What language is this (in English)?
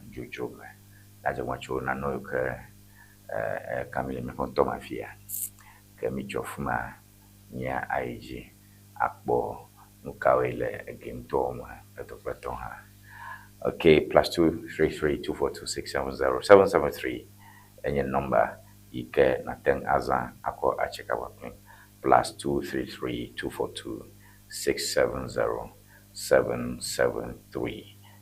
Ewe